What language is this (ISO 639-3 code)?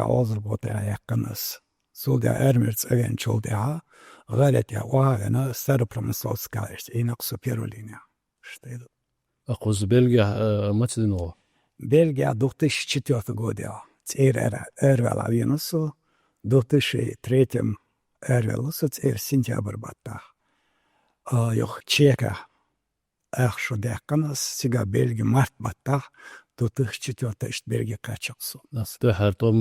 che